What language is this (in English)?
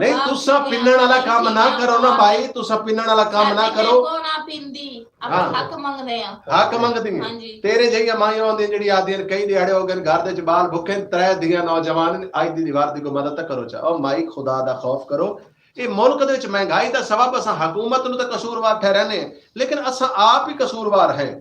Saraiki